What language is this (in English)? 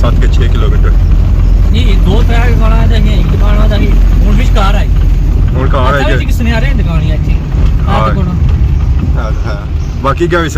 Pahari-Potwari